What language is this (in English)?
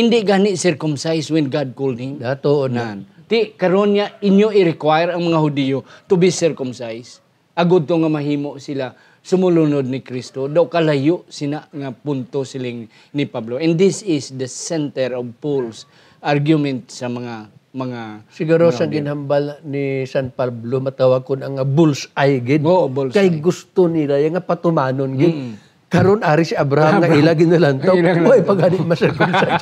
Hiligaynon